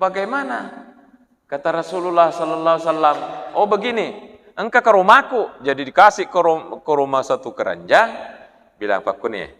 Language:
Buginese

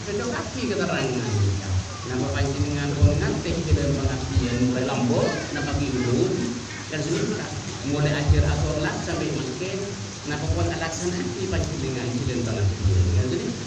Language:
Madurese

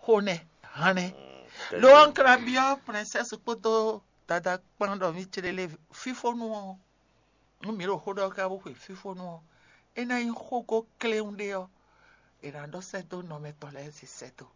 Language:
Fon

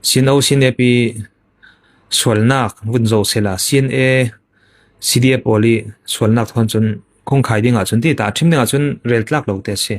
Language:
Falam Chin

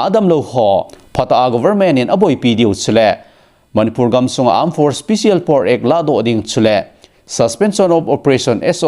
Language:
Thado Chin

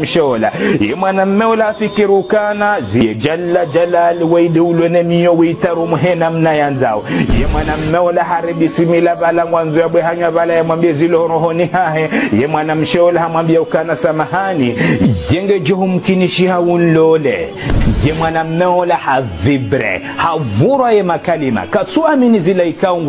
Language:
Ngazidja Comorian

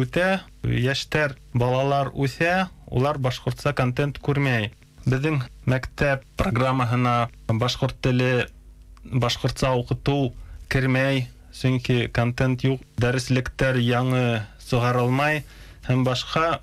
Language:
Bashkir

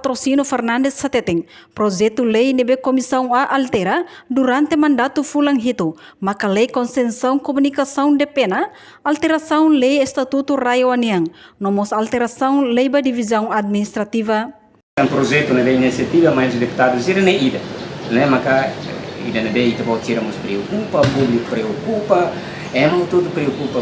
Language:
Tetum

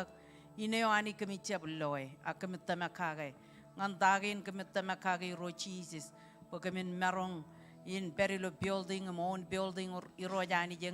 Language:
Marshallese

